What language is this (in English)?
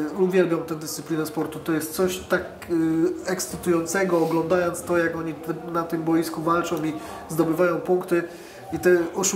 Polish